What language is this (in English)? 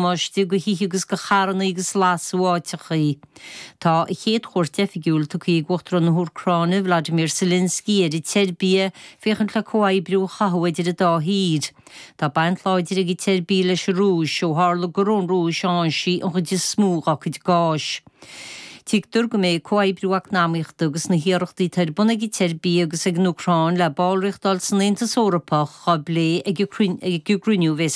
Irish